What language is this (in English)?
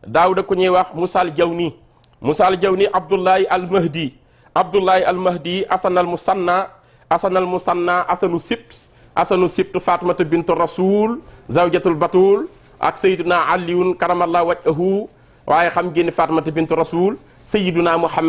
Wolof